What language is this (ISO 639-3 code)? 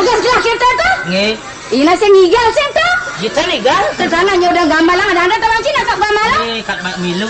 ban